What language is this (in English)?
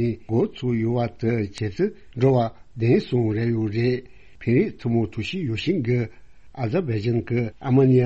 Tibetan